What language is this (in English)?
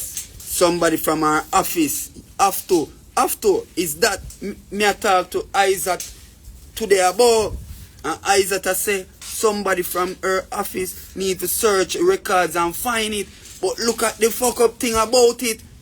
Jamaican Creole English